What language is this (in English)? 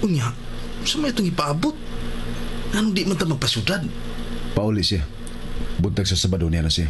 Cebuano